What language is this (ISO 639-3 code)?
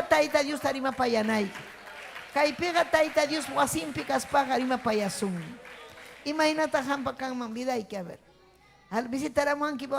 quy